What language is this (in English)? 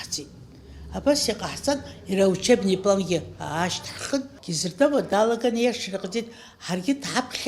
Abkhazian